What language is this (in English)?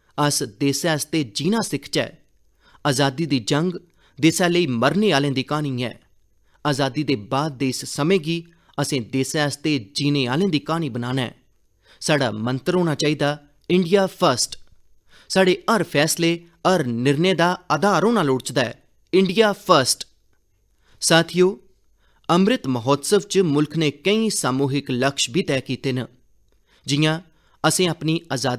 Dogri